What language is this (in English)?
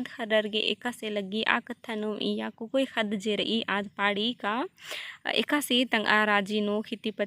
Kurukh